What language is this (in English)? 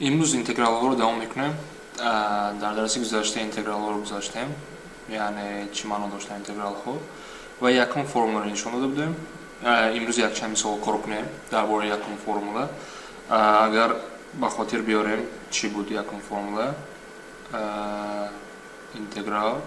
Tajik